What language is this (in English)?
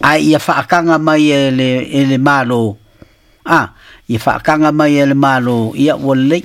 Samoan